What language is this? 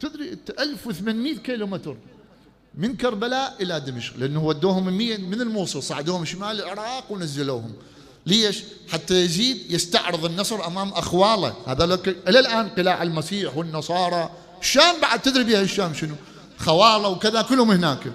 Mesopotamian Arabic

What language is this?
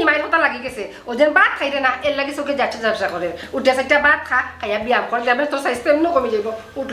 Sylheti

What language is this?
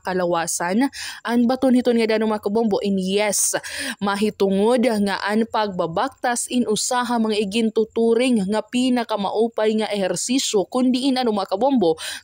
Waray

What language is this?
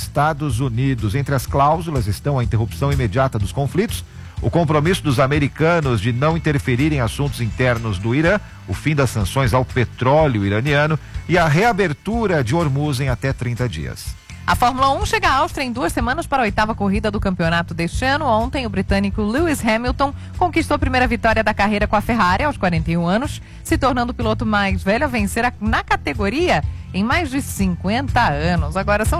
Portuguese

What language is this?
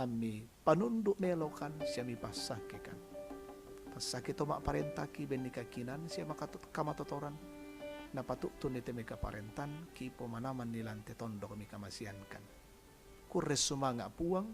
Toraja-Sa'dan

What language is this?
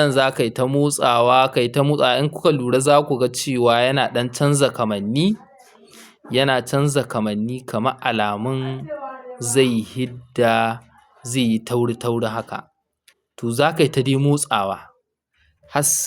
Hausa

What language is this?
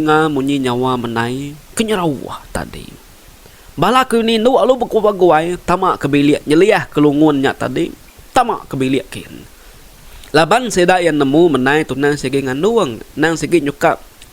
Iban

